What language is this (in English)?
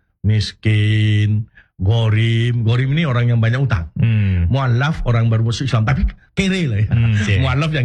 Indonesian